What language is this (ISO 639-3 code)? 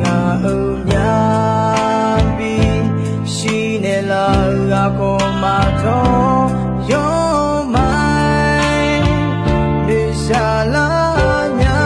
ahk